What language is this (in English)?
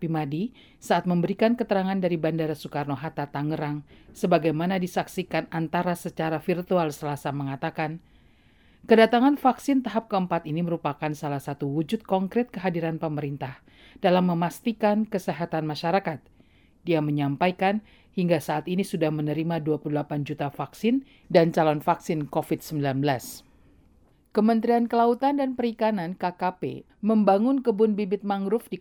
Indonesian